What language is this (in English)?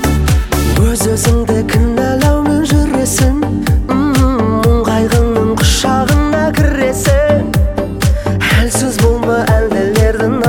Kazakh